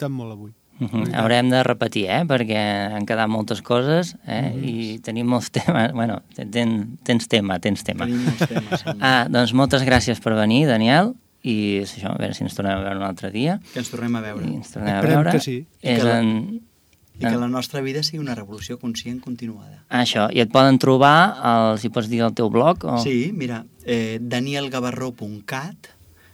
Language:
Catalan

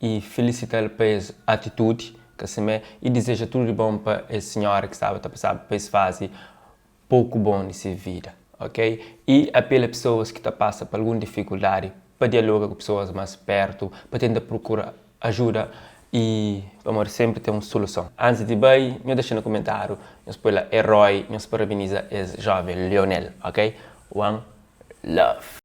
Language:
Kabuverdianu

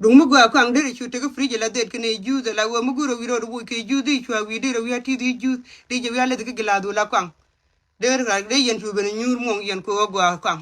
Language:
Nuer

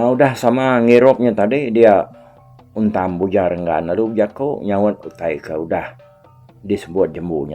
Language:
Iban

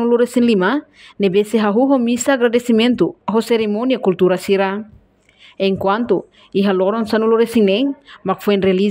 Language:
Tetum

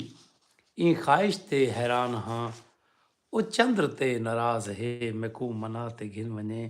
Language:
Saraiki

